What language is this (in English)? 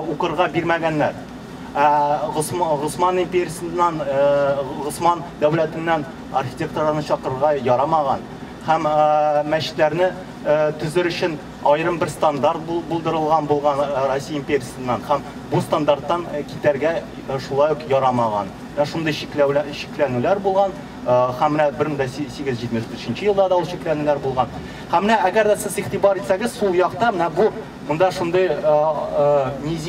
Tatar